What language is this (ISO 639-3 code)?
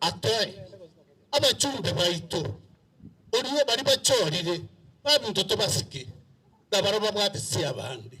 guz